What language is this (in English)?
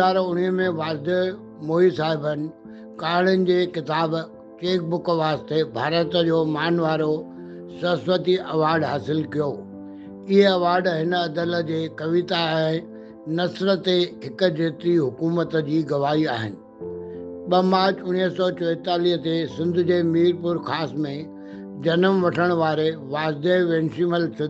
Sindhi